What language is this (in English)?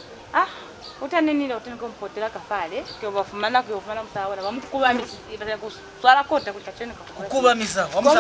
Lozi